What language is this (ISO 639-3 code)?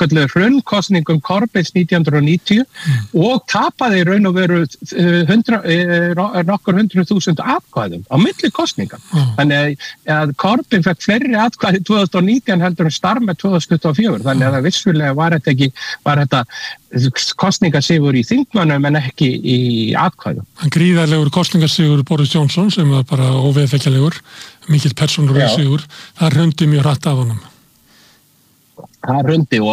isl